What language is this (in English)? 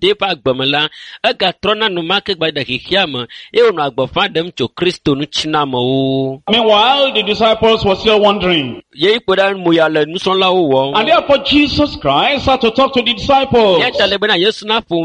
Ewe